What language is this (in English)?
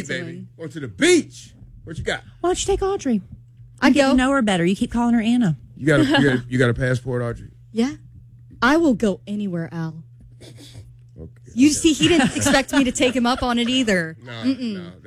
English